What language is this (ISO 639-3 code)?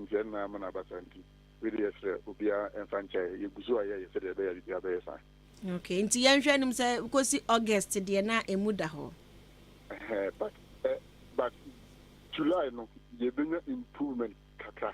aka